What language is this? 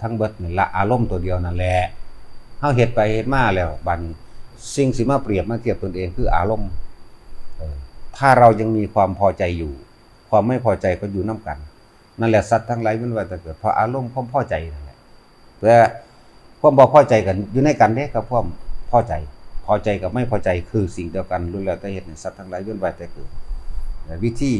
Northeastern Thai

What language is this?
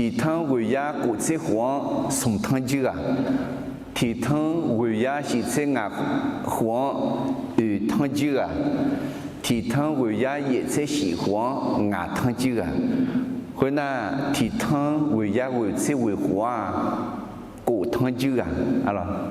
Akha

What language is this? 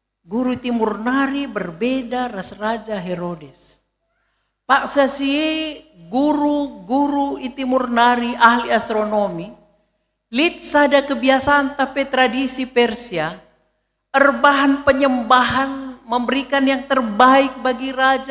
Batak Karo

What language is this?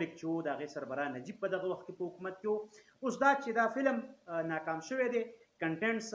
Pashto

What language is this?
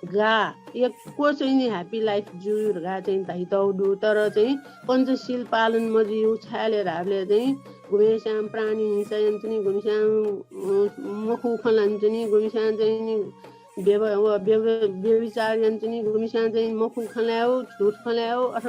Newari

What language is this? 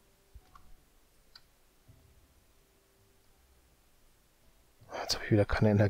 German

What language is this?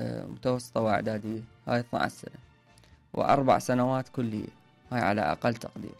Mesopotamian Arabic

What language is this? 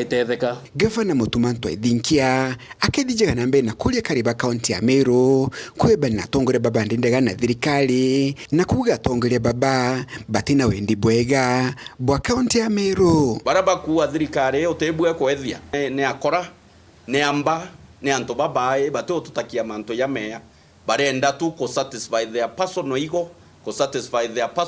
Meru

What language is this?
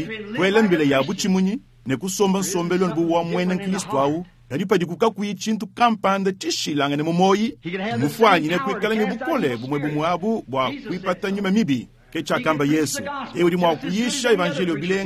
Luba-Lulua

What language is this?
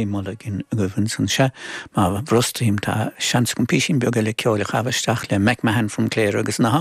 Irish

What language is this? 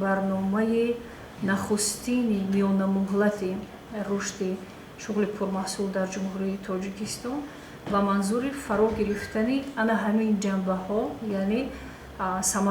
Tajik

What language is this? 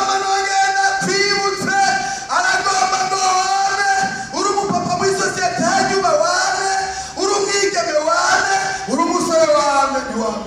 Rundi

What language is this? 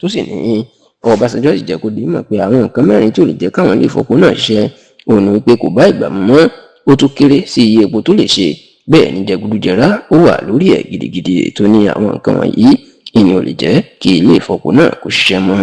Yoruba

